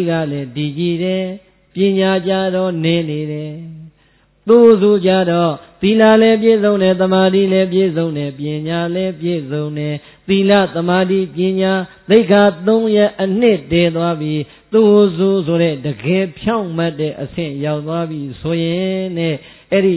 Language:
Burmese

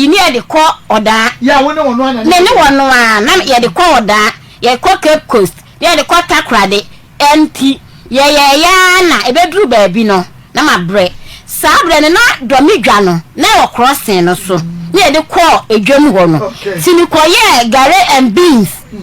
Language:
Akan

